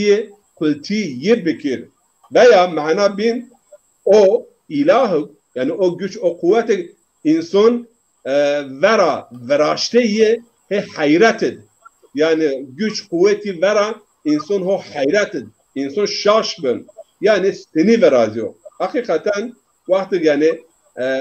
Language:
Zaza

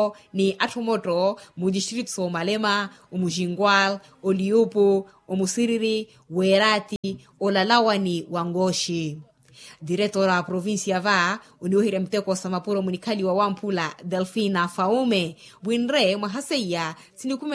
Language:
Makhuwa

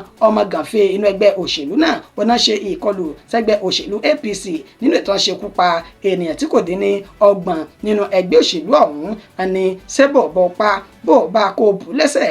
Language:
Yoruba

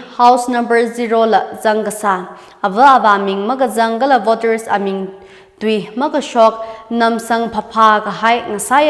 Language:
Tangkhul Naga (India)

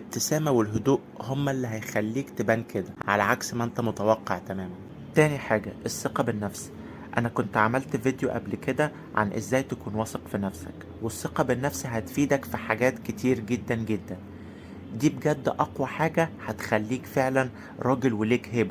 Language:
Egyptian Arabic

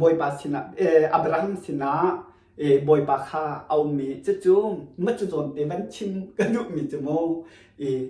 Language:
Hakha Chin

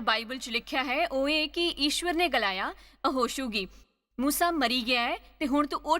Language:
Dogri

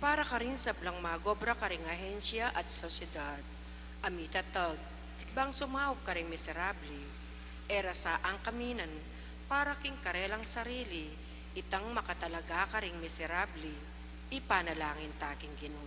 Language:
Pampanga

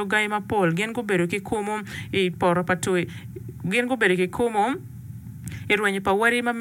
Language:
Acoli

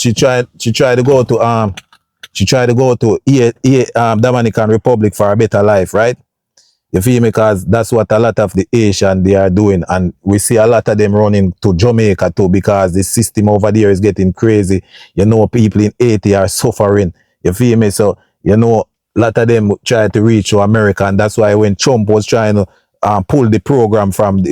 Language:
Jamaican Creole English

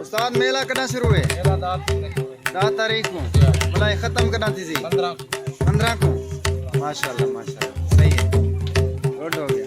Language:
Saraiki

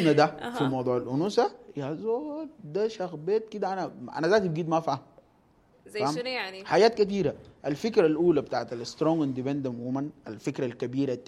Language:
Sudanese Arabic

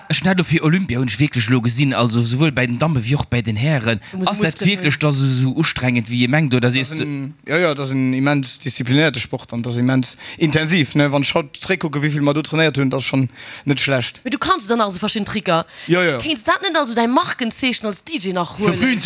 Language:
Luxembourgish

